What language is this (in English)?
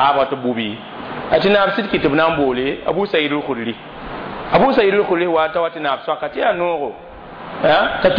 Mossi